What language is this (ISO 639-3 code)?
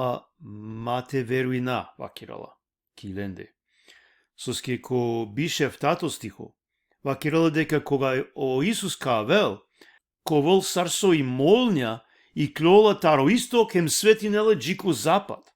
rmn